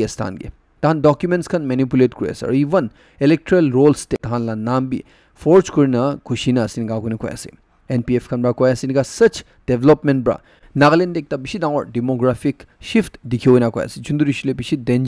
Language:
Naga Pidgin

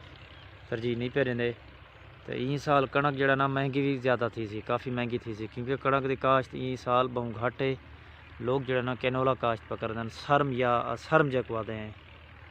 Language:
Saraiki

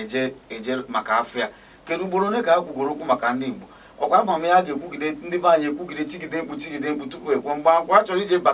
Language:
Igbo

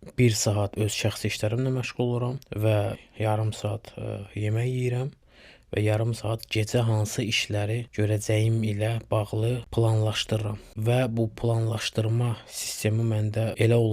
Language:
Azerbaijani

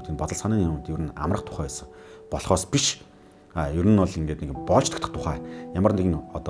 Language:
Mongolian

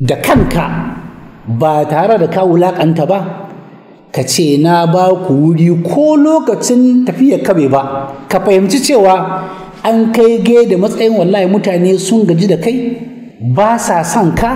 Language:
Hausa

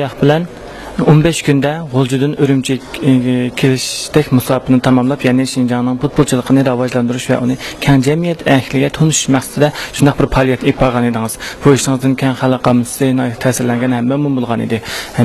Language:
Uyghur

